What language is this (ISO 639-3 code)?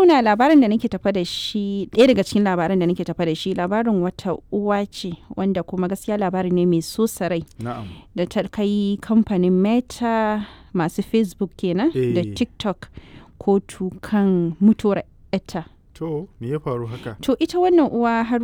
hau